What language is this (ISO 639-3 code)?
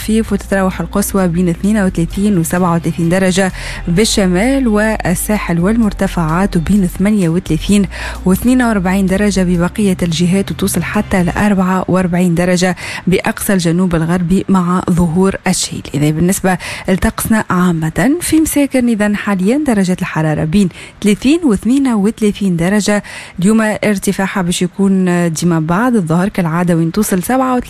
aeb